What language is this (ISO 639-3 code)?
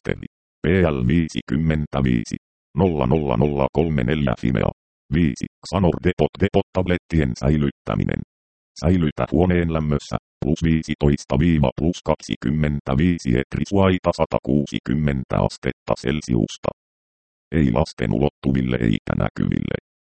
fin